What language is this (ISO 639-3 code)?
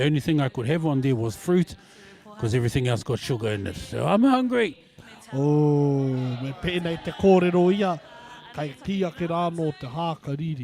mri